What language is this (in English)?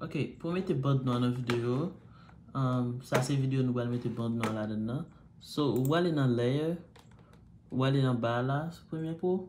Haitian Creole